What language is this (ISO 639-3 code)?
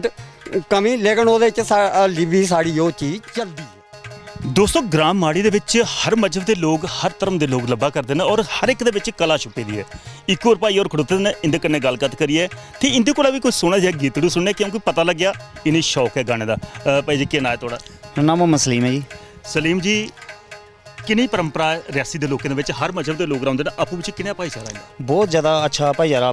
doi